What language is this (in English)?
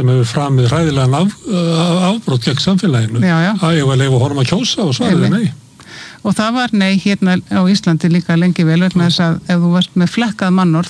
Icelandic